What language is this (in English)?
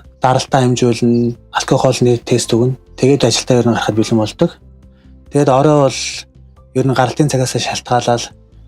Mongolian